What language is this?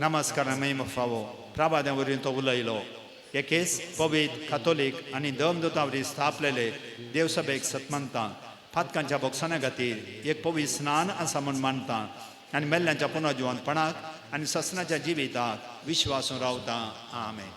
Konkani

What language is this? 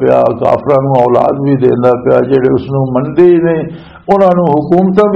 Western Panjabi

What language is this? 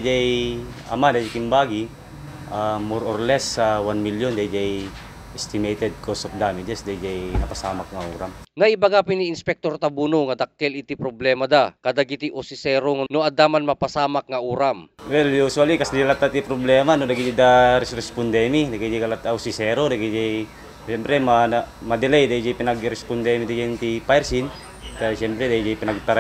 Iloko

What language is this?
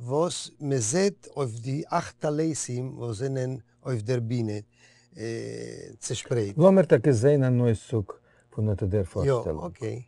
Yiddish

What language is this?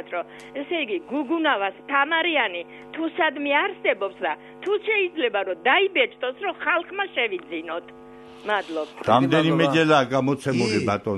Georgian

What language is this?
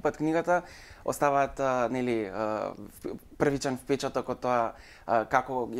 Macedonian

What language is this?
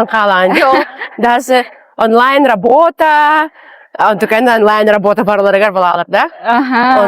Yakut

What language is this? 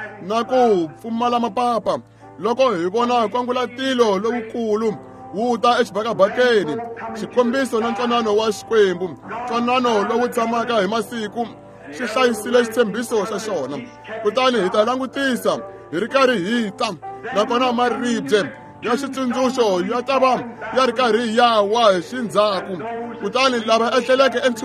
Tsonga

